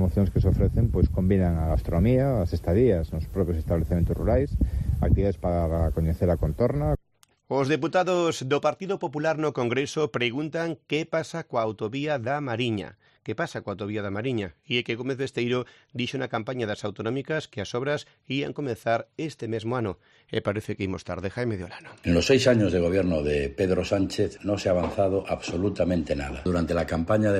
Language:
Galician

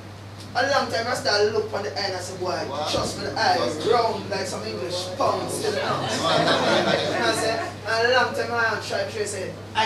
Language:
Jamaican Creole English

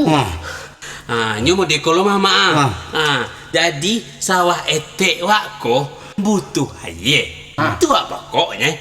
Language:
Minangkabau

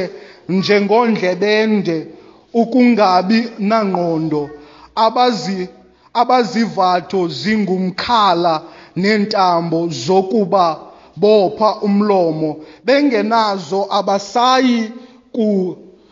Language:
Xhosa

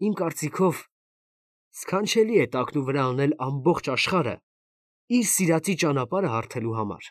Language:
Armenian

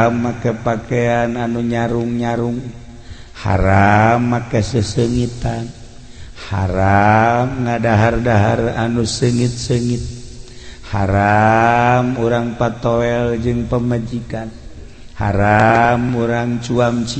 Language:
Sundanese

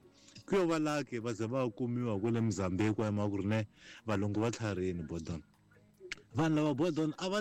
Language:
Tsonga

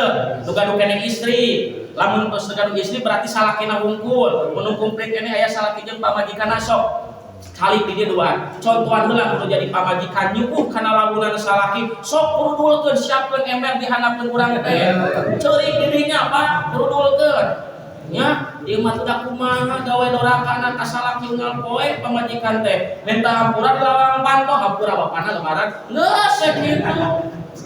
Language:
Sundanese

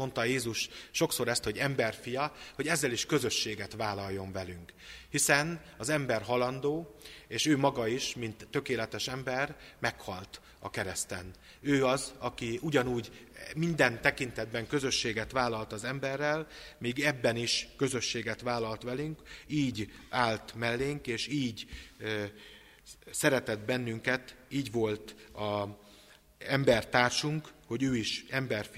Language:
Hungarian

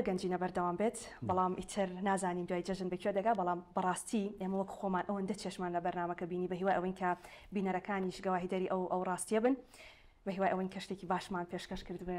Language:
Central Kurdish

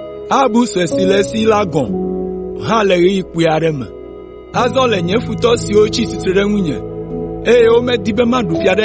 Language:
Ewe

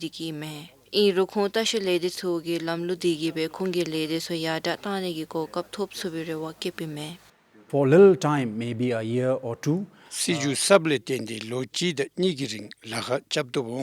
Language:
Dzongkha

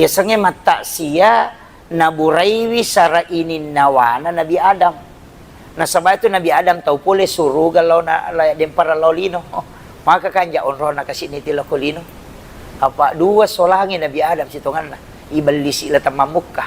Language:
Buginese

